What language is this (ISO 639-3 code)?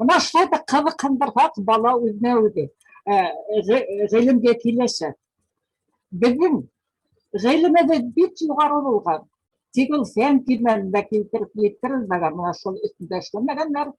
bak